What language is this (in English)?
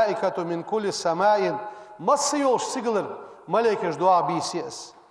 Ingush